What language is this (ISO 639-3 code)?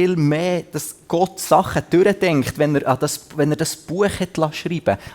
gsw